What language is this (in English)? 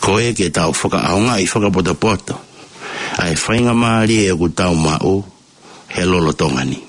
Tongan